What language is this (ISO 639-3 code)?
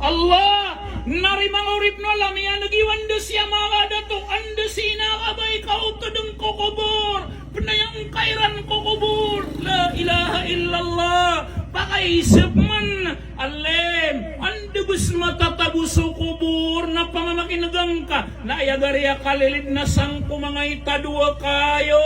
mrw